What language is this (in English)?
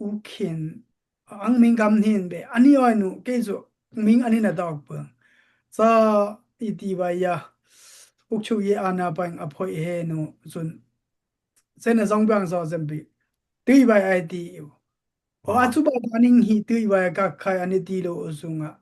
Dimasa